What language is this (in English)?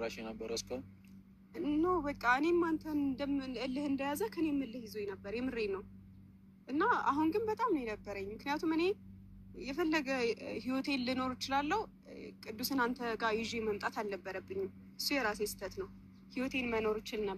Amharic